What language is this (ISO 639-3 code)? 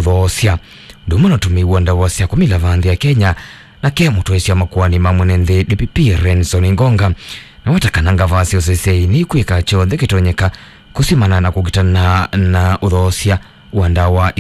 kam